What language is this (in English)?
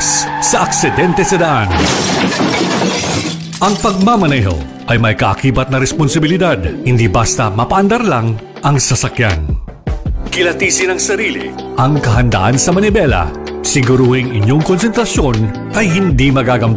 Filipino